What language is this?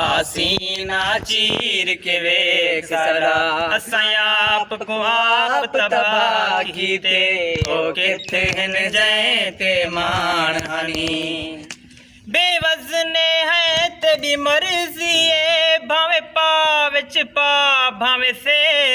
Saraiki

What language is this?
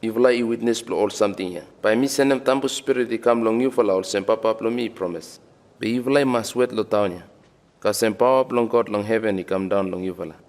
Bislama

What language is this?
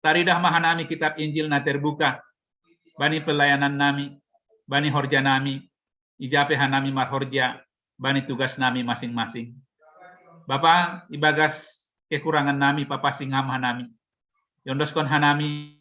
Batak Simalungun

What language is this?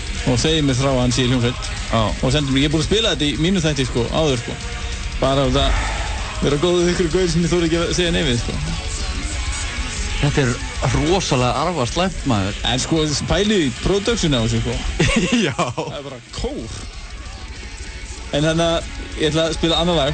Icelandic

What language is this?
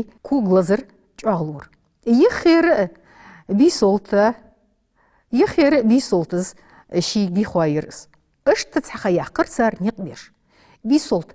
Ingush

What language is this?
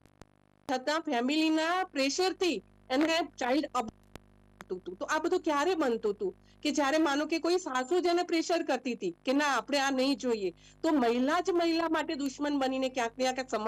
Gujarati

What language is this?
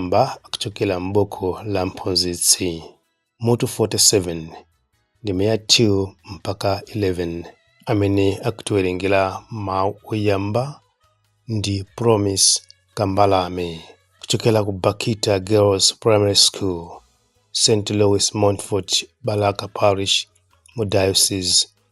Nyanja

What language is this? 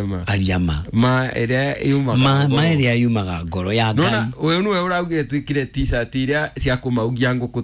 Kikuyu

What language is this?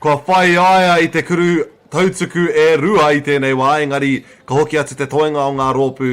Māori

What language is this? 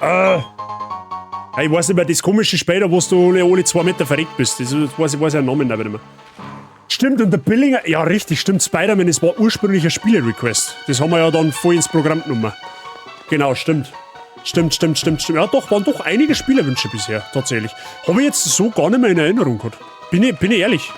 Bavarian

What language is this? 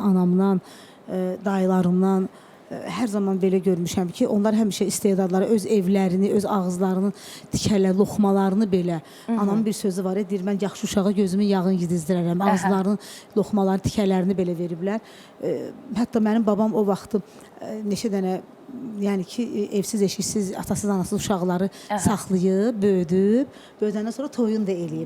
Azerbaijani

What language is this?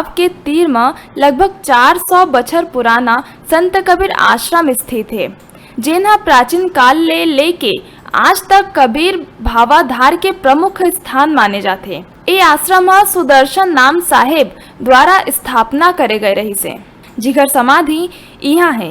Chhattisgarhi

